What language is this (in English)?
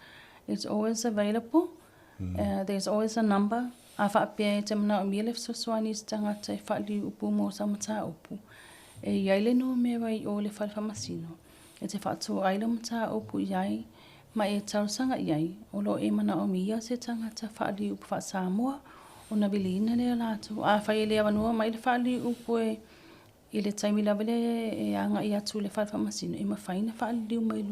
Samoan